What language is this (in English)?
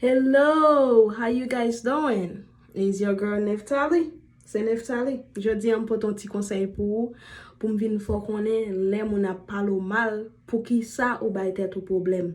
Haitian Creole